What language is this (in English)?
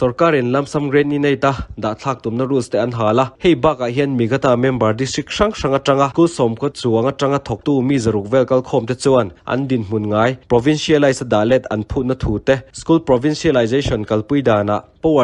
Mizo